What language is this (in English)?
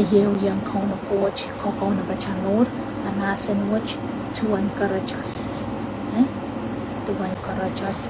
Pohnpeian